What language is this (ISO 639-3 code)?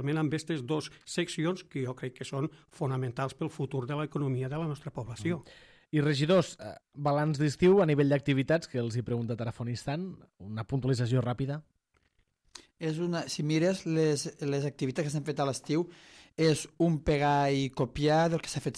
cat